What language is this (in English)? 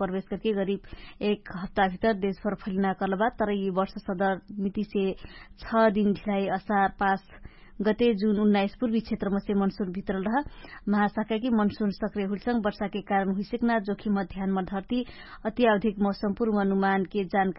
Dangaura Tharu